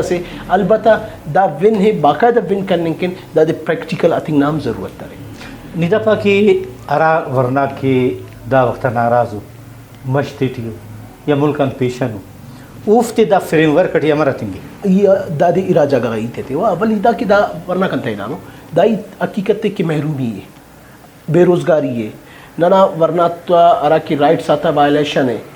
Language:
Brahui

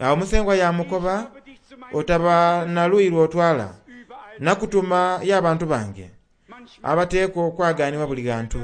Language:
Soga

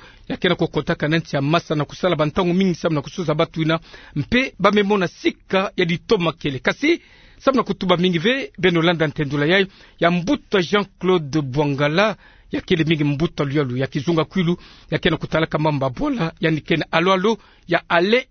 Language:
Kituba (Democratic Republic of Congo)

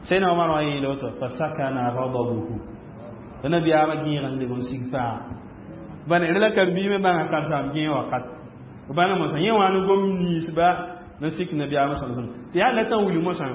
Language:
Mossi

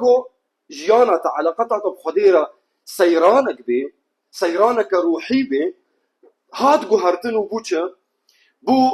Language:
Kurdish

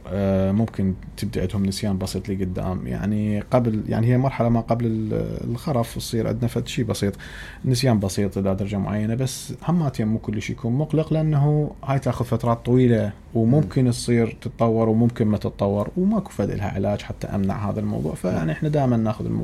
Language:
Mesopotamian Arabic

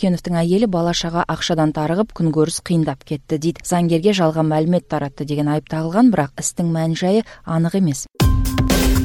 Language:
Kazakh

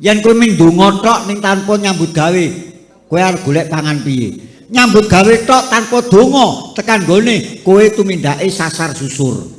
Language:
Javanese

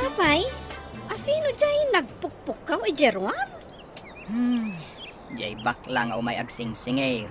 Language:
Iloko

